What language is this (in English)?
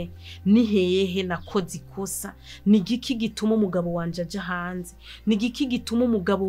Rundi